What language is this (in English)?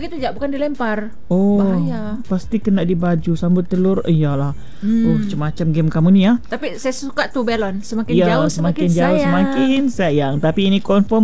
Malay